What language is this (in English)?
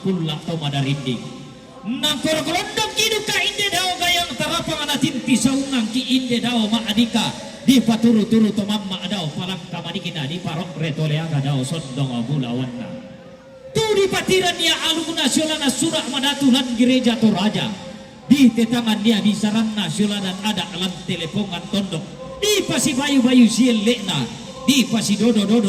Toraja-Sa'dan